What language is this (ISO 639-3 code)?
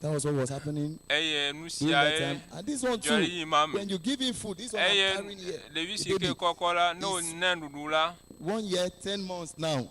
ewe